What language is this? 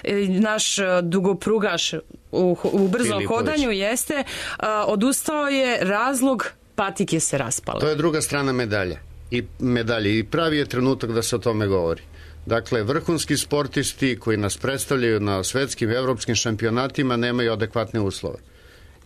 Serbian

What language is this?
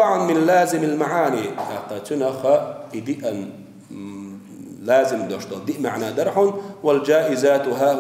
Chechen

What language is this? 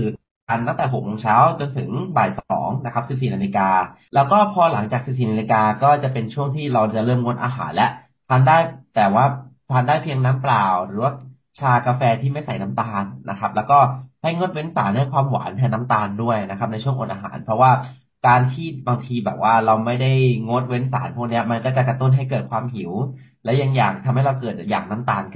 Thai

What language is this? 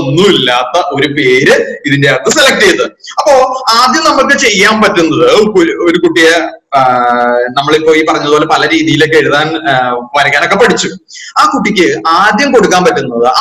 Malayalam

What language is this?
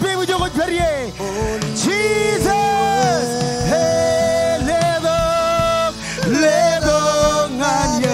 Marshallese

